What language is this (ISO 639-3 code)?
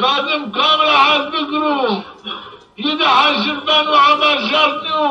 zza